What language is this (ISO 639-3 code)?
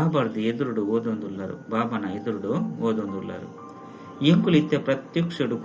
tcy